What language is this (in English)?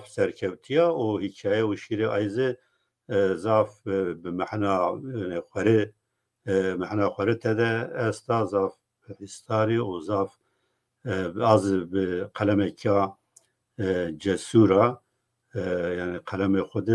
Zaza